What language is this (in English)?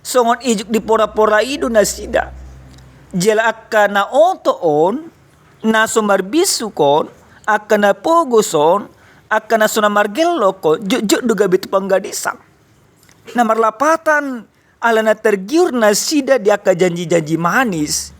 Batak Toba